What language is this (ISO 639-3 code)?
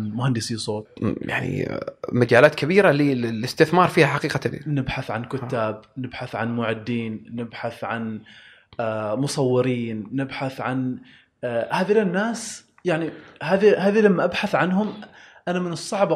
afb